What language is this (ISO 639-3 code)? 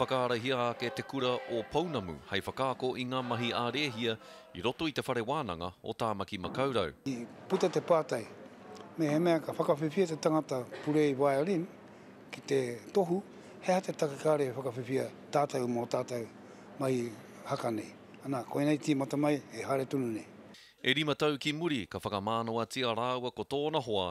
mri